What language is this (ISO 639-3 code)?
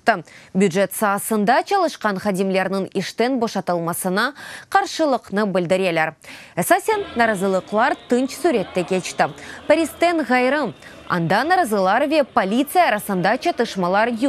crh